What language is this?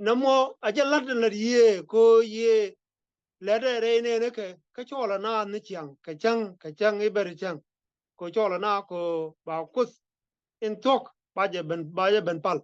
Nuer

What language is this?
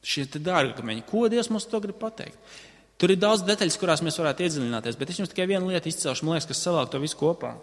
Latvian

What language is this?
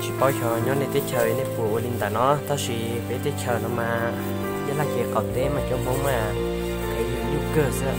Hmong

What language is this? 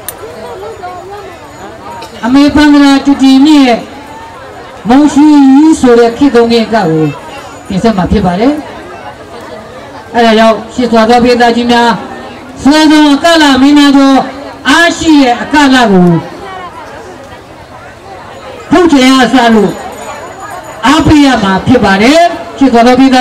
Burmese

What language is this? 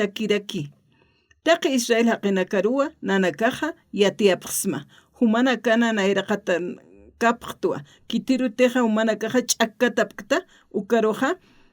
Aymara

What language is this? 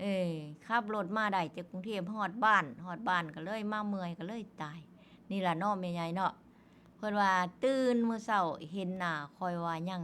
Northeastern Thai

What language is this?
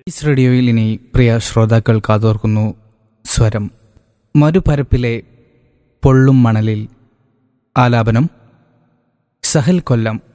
Malayalam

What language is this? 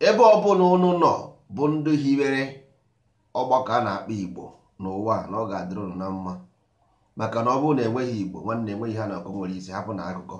Igbo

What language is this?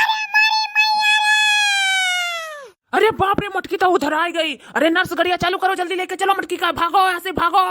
Awadhi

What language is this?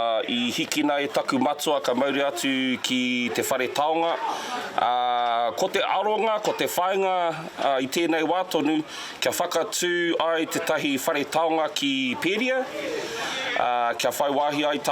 Māori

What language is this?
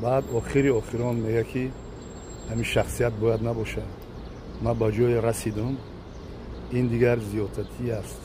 Tajik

